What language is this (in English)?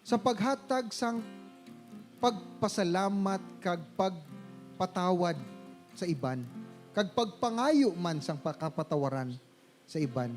Hiligaynon